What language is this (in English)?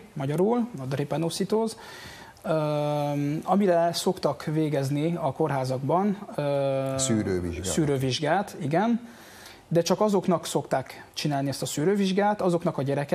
Hungarian